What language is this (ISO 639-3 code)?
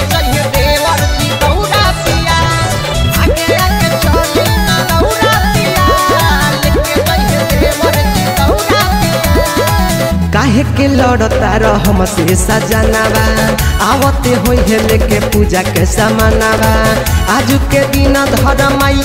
bho